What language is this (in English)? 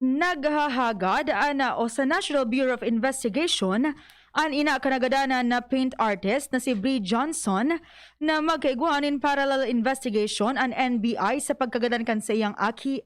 Bikol